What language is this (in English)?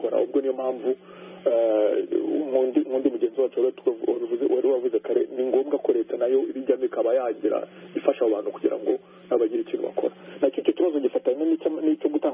Kinyarwanda